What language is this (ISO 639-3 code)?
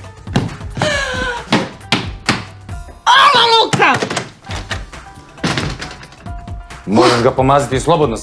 srp